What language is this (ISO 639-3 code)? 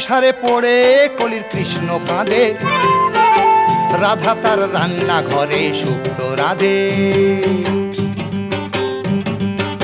ben